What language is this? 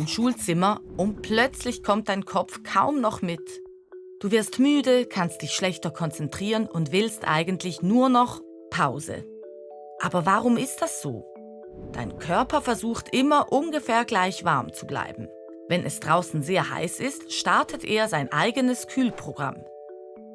Swiss German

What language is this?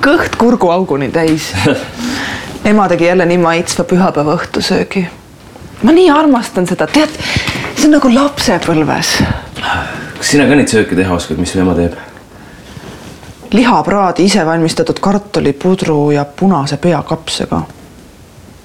Estonian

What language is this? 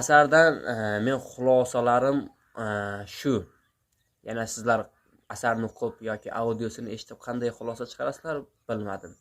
Uzbek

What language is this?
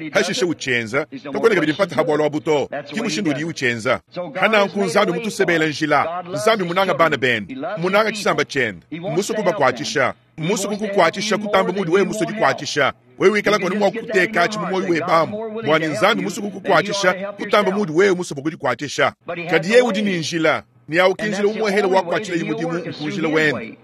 Luba-Lulua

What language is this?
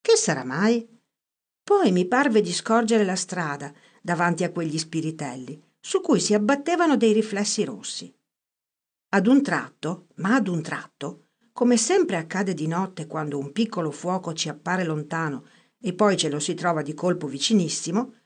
Italian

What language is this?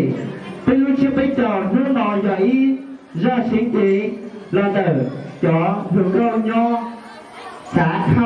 Hmong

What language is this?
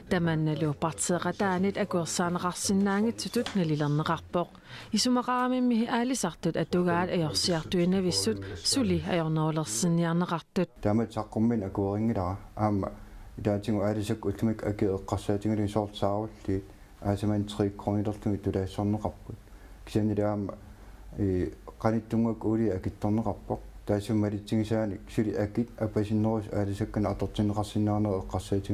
Kalaallisut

